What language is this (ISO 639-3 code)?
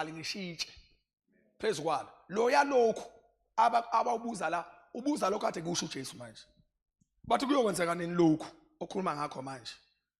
zul